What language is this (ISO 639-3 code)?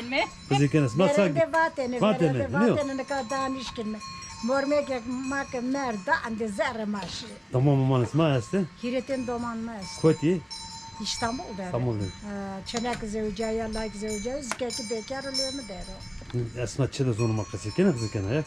zza